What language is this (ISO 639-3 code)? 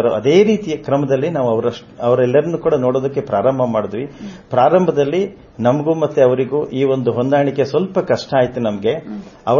kan